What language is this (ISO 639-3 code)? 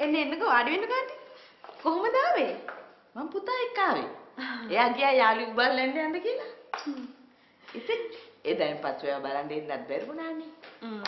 sin